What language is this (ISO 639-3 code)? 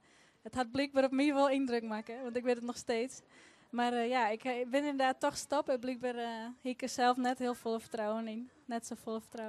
fry